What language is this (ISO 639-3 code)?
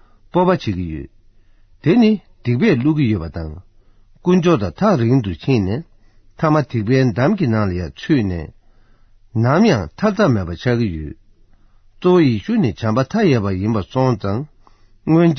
bod